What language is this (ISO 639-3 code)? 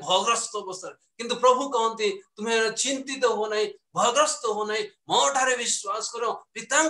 ori